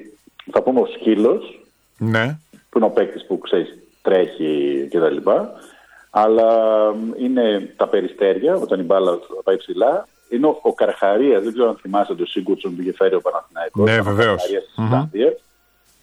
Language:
Greek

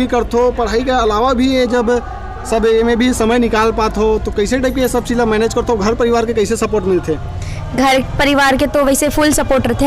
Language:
Chhattisgarhi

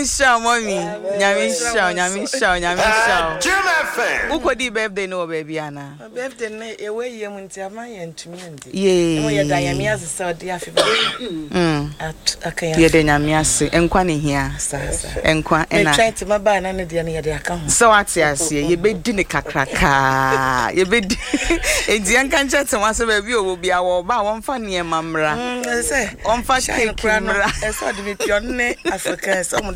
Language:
Akan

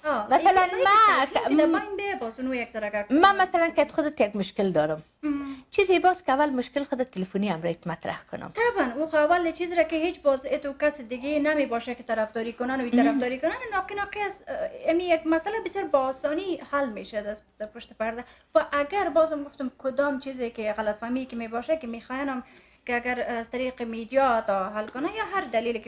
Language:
Persian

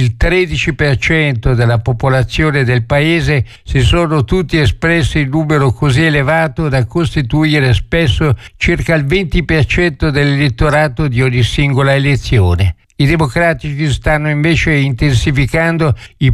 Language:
Italian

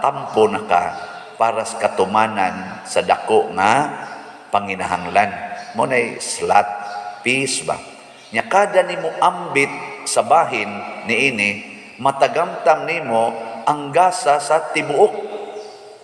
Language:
Cebuano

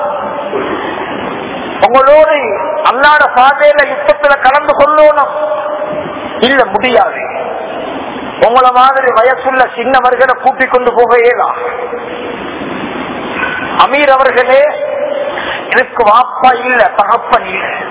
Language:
Tamil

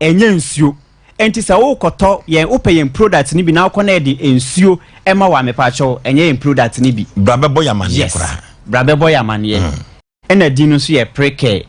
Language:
Akan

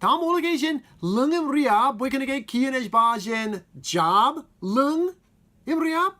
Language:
Marshallese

